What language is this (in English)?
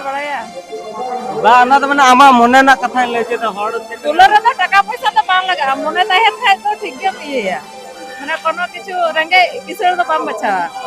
Santali